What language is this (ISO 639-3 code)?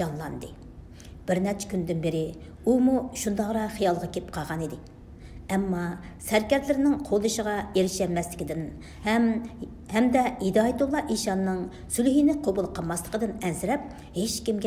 uig